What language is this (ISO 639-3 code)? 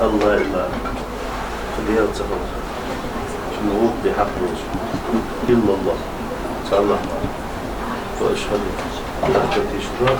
inh